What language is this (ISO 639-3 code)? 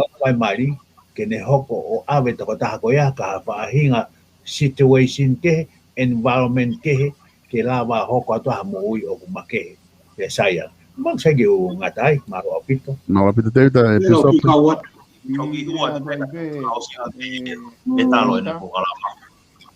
ton